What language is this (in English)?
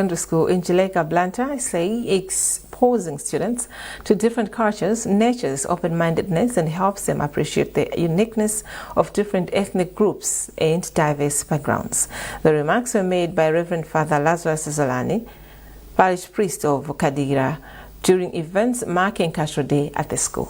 English